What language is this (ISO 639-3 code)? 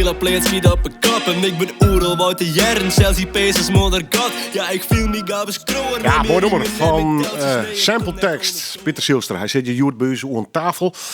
fry